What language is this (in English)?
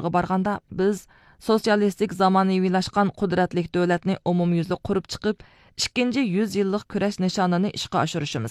Uyghur